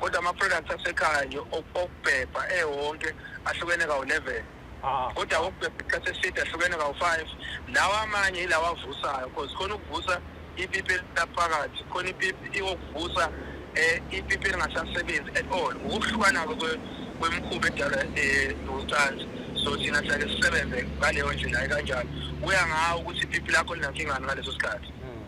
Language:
Zulu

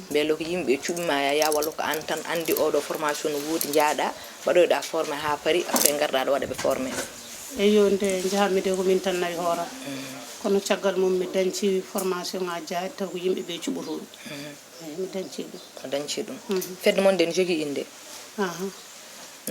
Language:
Fula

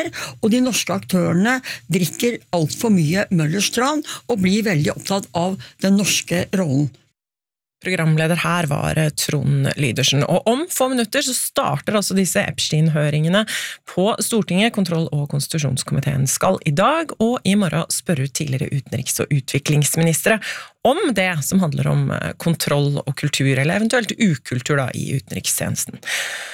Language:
Norwegian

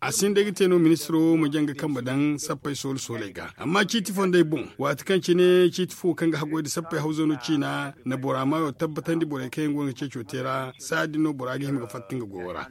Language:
Zarma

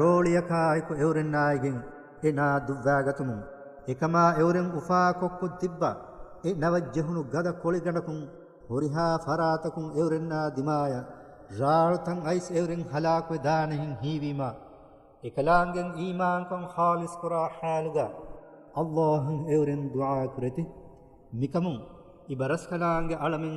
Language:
Divehi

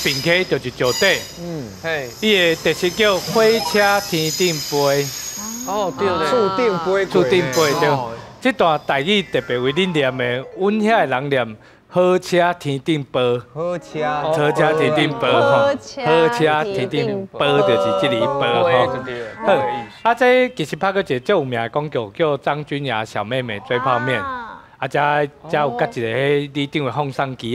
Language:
Min Nan Chinese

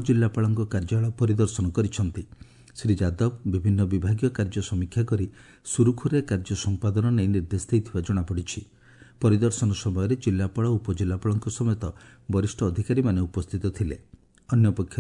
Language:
Odia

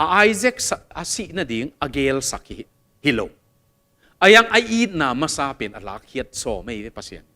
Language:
Tedim Chin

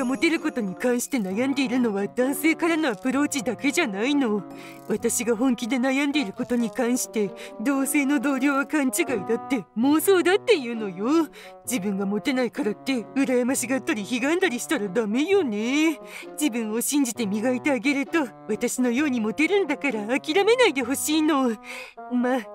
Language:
Japanese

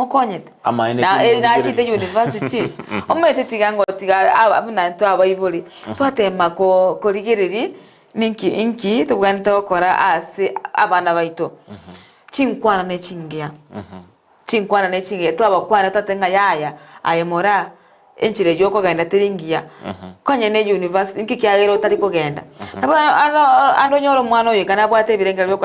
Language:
Gusii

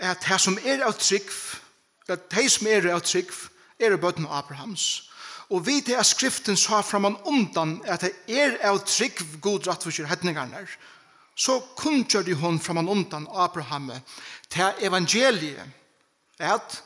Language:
Faroese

